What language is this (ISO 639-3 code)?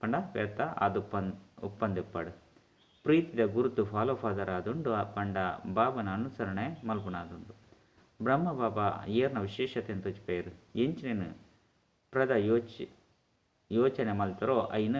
tcy